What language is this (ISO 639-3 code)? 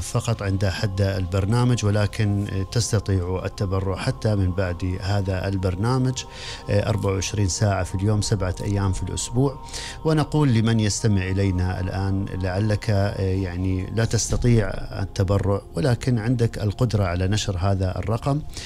afb